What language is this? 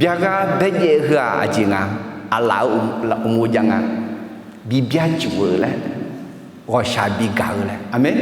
Akha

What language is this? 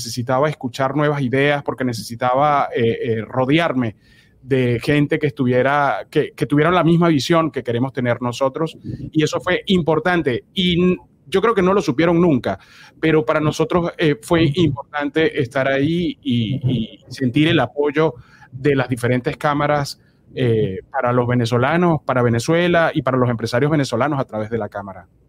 Spanish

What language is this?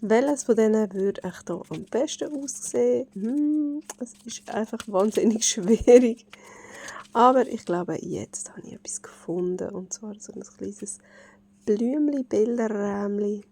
Swiss German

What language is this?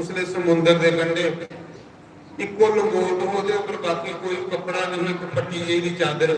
Dogri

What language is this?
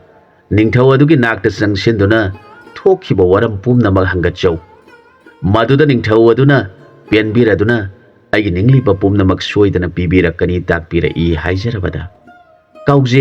Manipuri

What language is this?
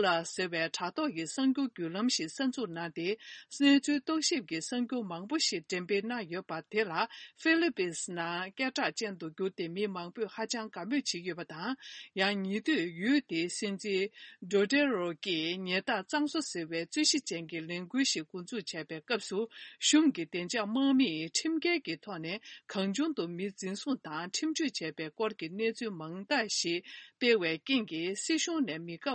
Tibetan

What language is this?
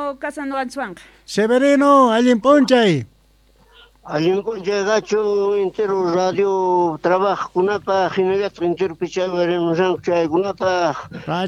South Bolivian Quechua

